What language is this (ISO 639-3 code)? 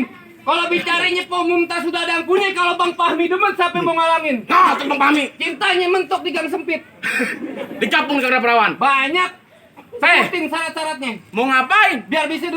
bew